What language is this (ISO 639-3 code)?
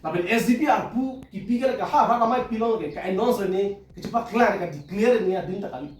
mjw